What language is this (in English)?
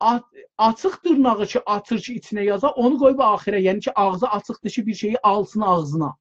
South Azerbaijani